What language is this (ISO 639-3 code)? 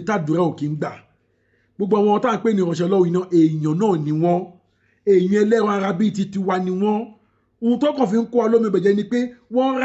yor